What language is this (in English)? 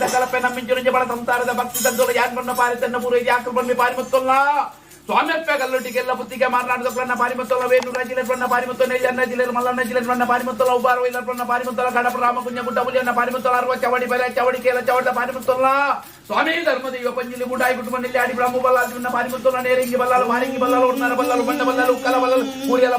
Tulu